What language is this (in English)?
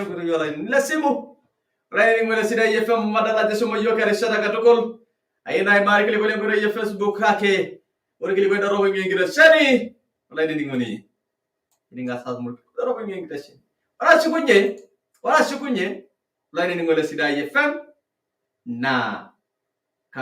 Masai